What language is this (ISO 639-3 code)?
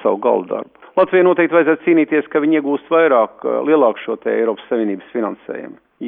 lav